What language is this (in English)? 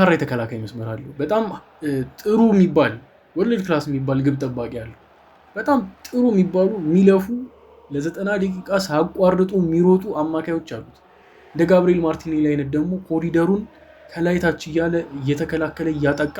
Amharic